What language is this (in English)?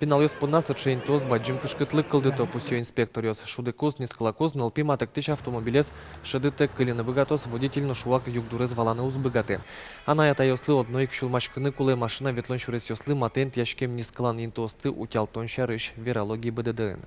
Udmurt